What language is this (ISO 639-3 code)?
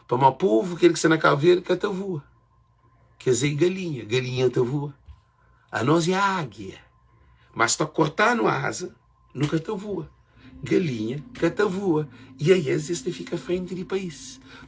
kea